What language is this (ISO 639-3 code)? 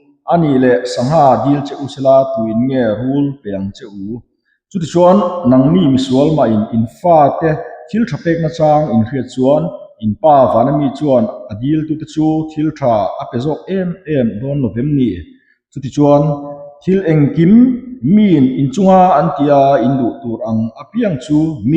lus